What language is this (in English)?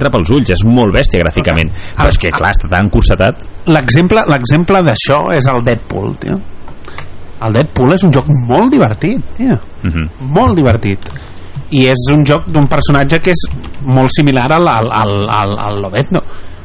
Catalan